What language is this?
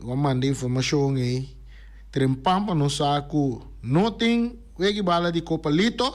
Papiamento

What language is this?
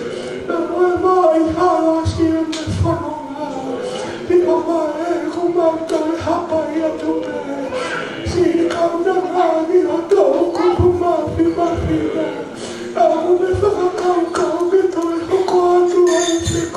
Tongan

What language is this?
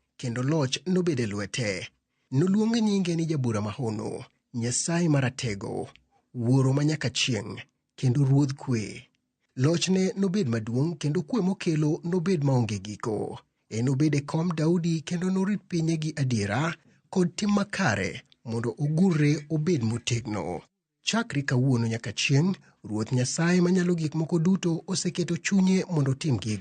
Luo (Kenya and Tanzania)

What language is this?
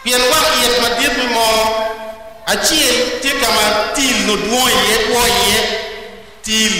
Acoli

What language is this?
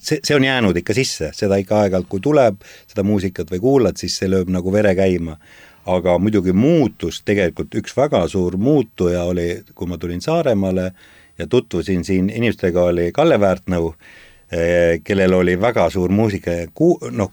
Estonian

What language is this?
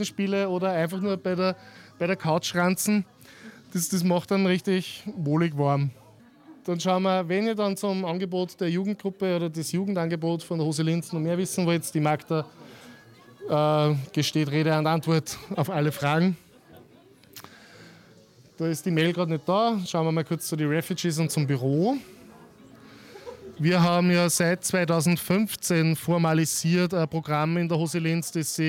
German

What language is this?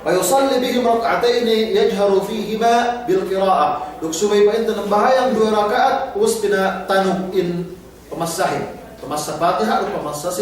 Yakan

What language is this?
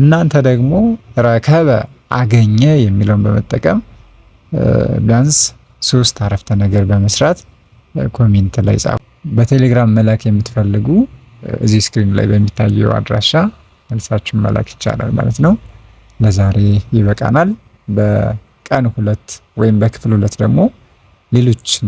Amharic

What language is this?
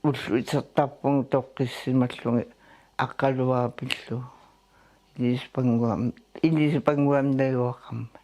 Kalaallisut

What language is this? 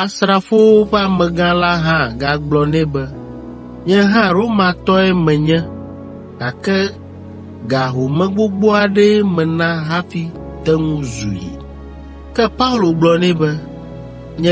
Ewe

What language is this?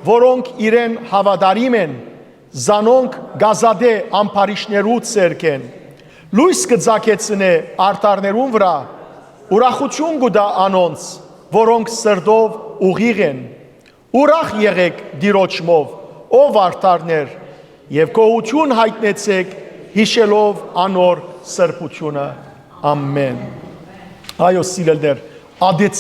Western Armenian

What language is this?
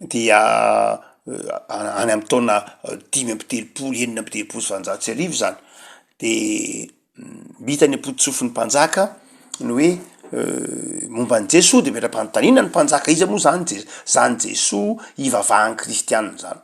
Malagasy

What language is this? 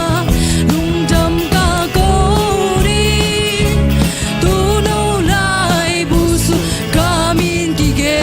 Tedim Chin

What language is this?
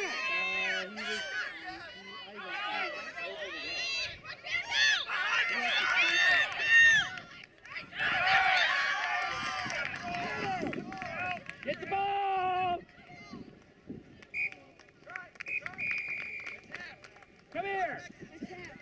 English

